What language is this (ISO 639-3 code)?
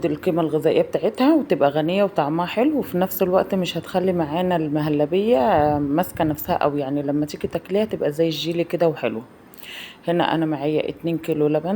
arz